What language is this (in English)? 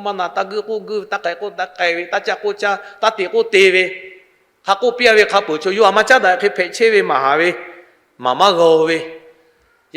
Lahu